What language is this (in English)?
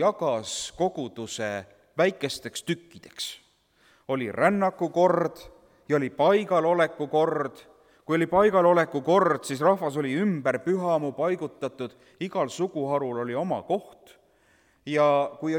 Estonian